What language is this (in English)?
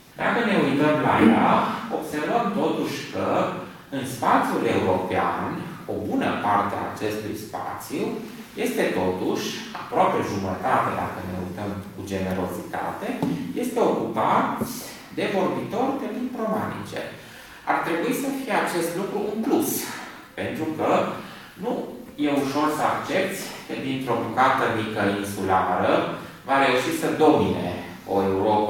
Romanian